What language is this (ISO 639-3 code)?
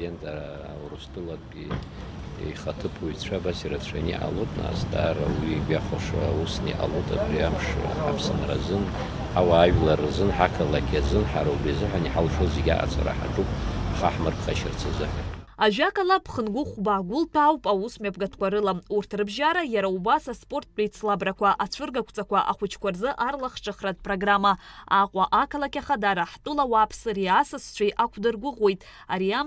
abk